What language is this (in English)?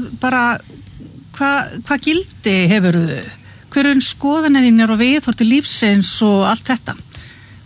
Icelandic